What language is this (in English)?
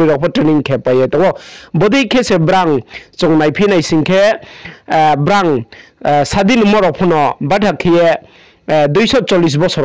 Riang (India)